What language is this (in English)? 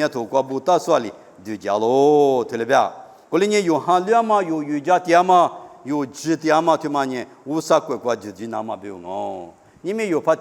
Lisu